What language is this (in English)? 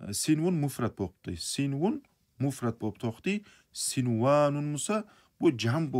Kumyk